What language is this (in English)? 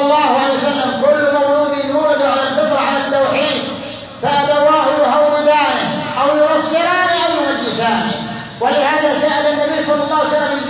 Arabic